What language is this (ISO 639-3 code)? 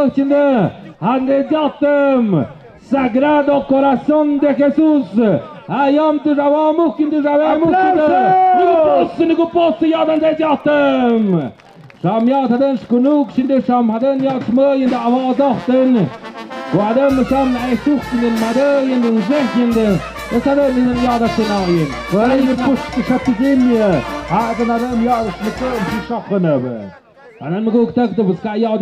mxp